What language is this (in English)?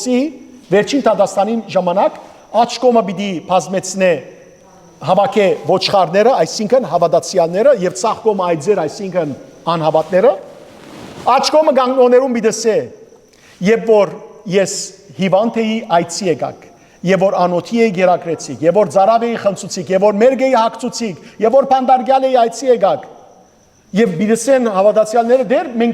Western Armenian